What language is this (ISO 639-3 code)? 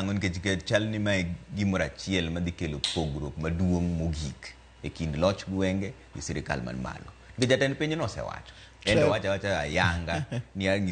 luo